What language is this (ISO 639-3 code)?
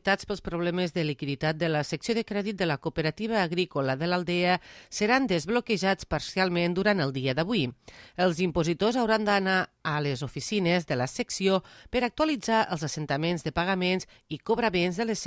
cat